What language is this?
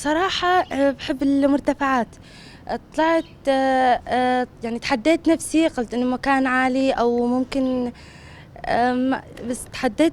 North Levantine Arabic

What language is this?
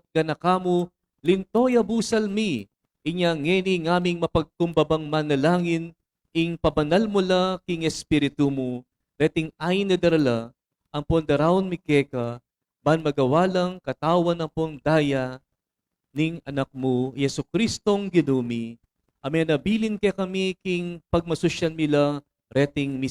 Pampanga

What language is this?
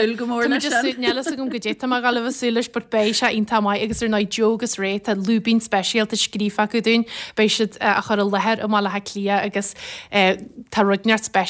Irish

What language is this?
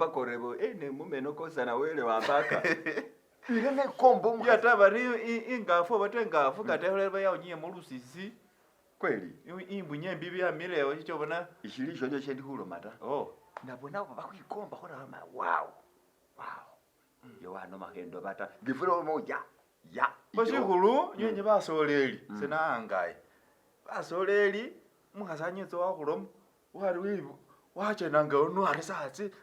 Masaaba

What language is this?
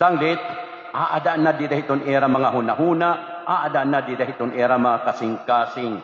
Waray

